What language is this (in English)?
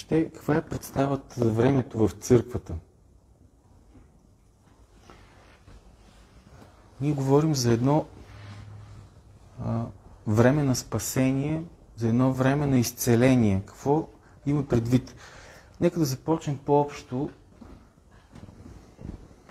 Bulgarian